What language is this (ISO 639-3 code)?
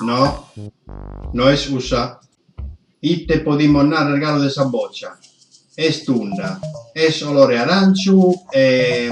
srd